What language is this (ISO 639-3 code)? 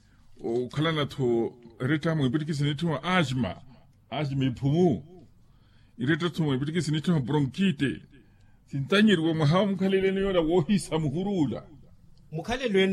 vmw